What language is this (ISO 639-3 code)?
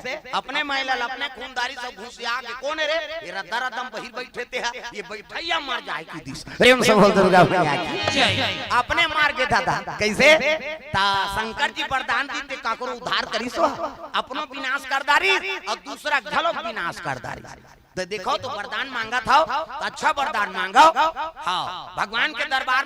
hne